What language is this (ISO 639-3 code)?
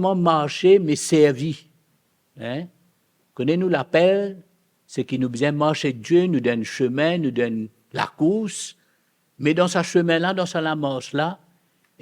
mfe